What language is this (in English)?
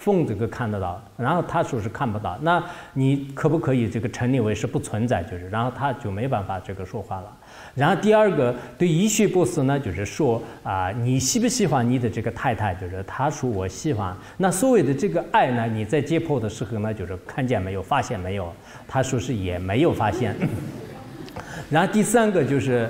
Chinese